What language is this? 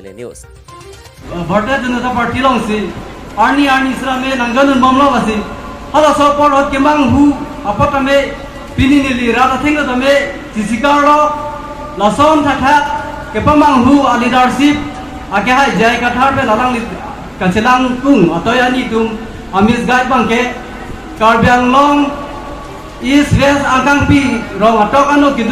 Karbi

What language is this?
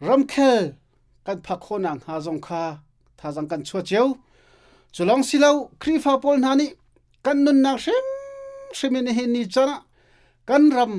Hakha Chin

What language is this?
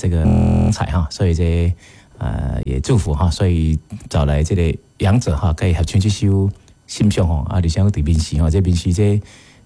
Min Nan Chinese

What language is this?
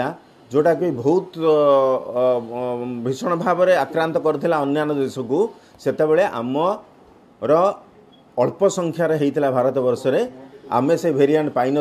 Odia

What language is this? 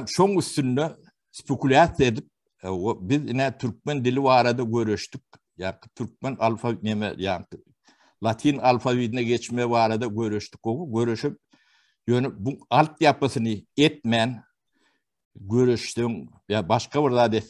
Turkmen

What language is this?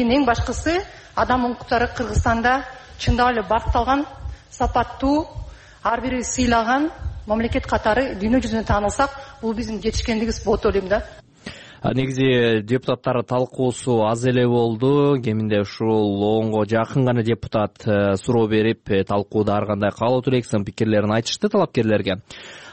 Kyrgyz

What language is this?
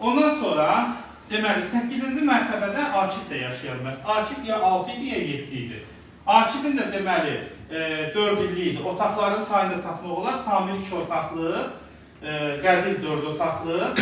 Azerbaijani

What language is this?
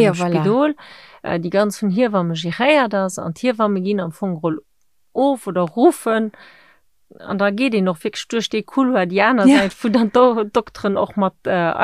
Luxembourgish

